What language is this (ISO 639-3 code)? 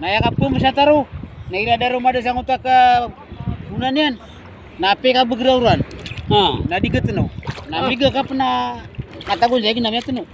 mrw